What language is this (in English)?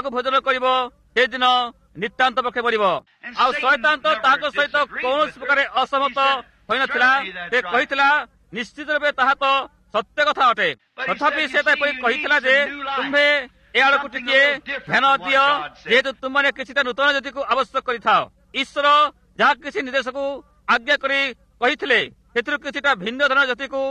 Odia